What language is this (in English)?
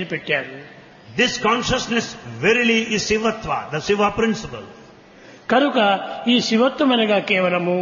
Telugu